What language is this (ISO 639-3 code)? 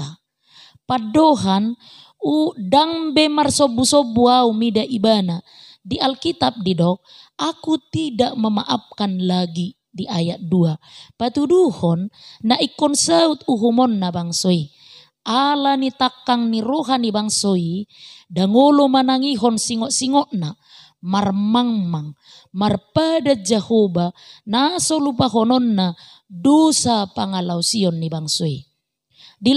bbc